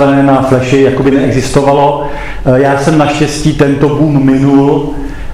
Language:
Czech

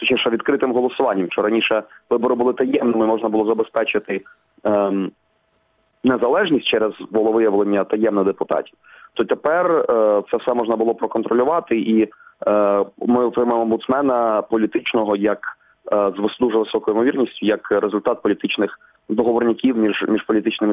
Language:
Ukrainian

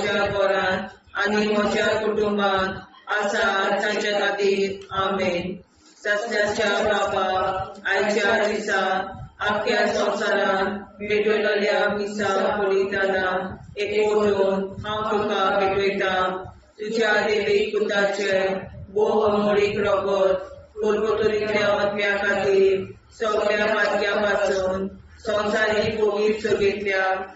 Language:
Konkani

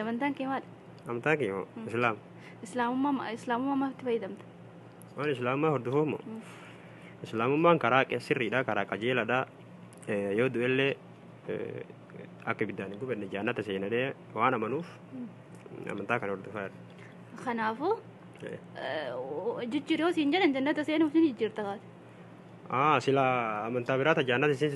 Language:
Oromo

